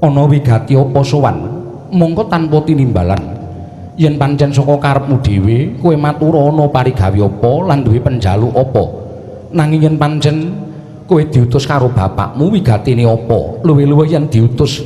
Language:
Javanese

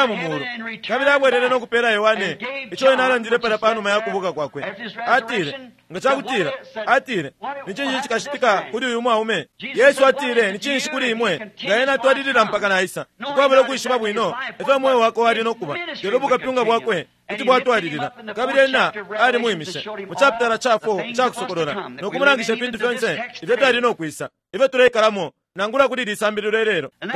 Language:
Bemba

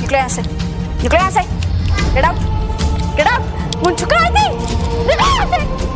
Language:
Kashmiri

